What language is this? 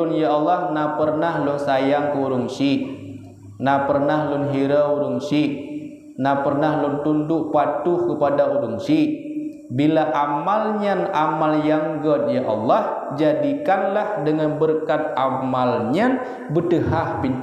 Achinese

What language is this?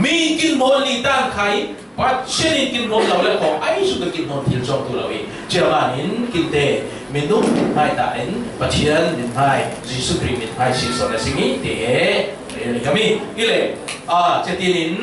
Falam Chin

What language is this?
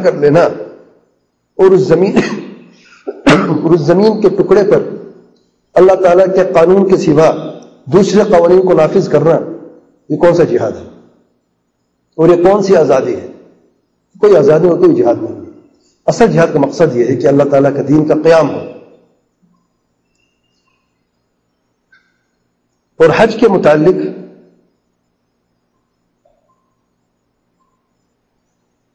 Urdu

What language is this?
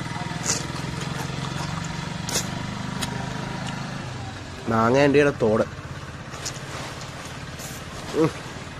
Malayalam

